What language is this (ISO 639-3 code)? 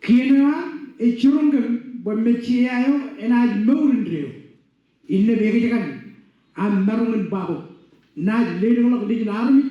mah